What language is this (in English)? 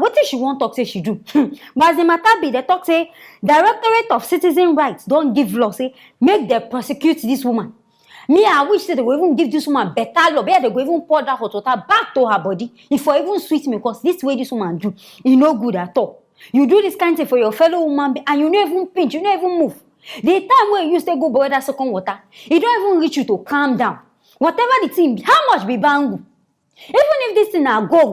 Nigerian Pidgin